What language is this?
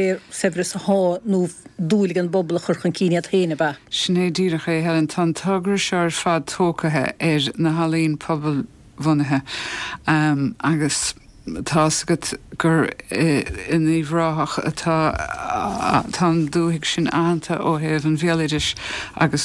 Irish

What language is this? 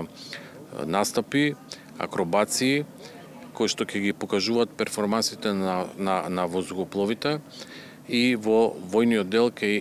Macedonian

